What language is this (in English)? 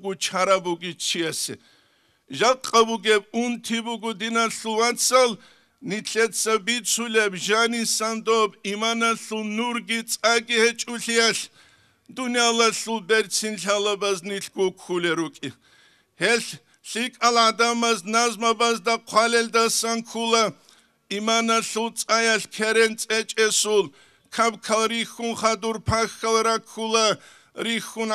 Avaric